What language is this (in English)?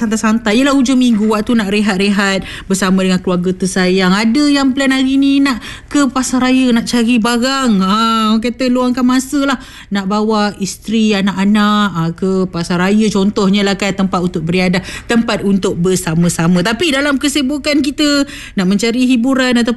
Malay